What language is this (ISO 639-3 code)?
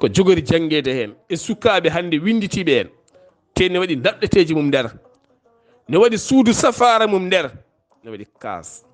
ful